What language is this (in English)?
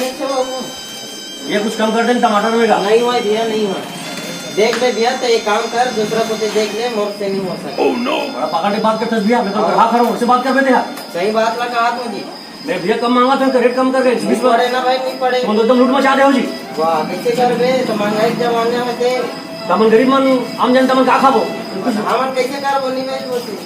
Chhattisgarhi